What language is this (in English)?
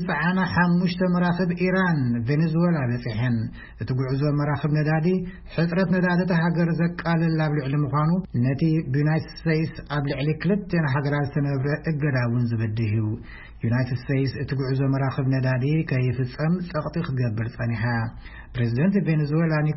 Tigrinya